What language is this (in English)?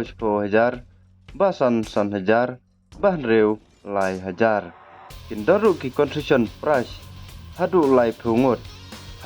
Khasi